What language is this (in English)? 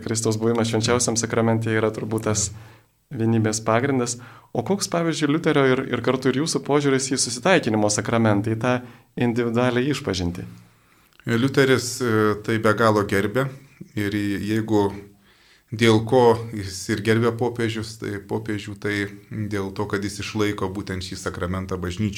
Lithuanian